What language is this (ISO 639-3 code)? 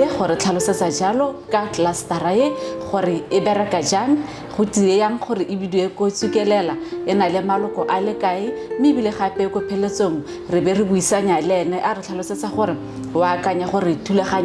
tsn